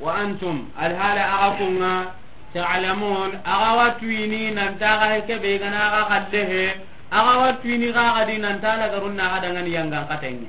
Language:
Soninke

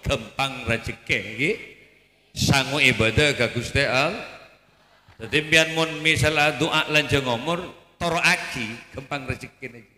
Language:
Madurese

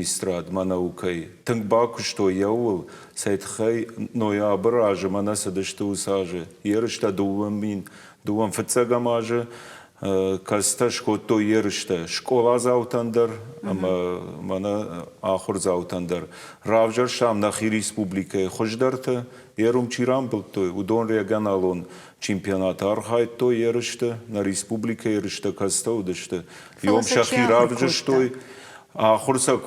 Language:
Ossetic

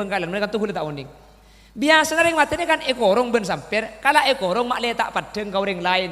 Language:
Madurese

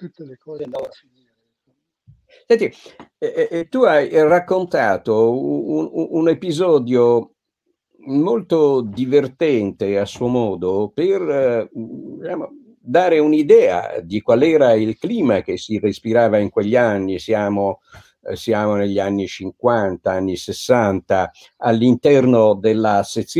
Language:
Italian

